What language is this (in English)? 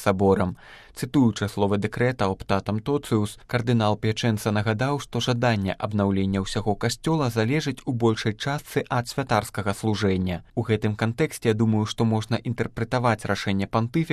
Belarusian